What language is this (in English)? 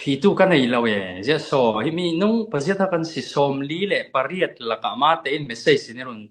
Falam Chin